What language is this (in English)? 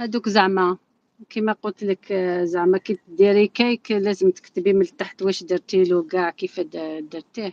Algerian Arabic